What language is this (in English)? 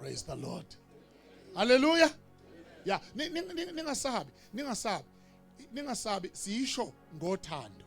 Zulu